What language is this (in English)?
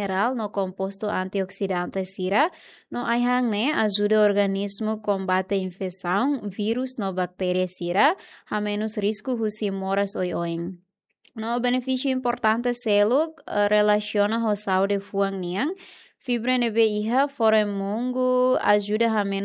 Tetum